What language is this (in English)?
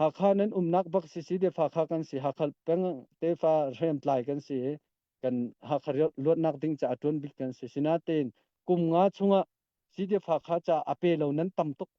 Hakha Chin